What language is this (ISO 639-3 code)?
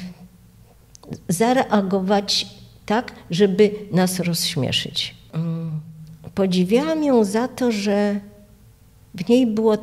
pol